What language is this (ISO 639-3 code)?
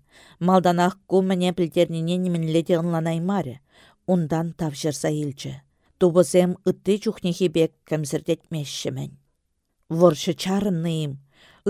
chv